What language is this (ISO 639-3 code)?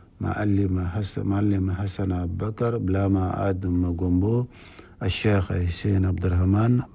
shu